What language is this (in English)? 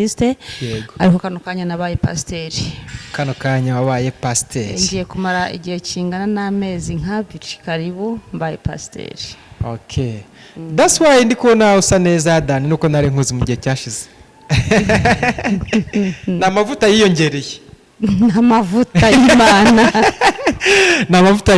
Kinyarwanda